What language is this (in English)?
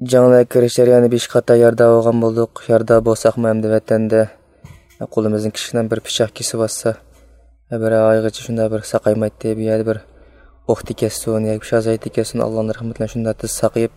Uyghur